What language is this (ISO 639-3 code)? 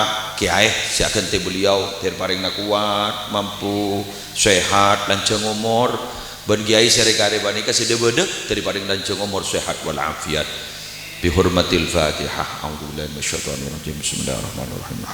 mad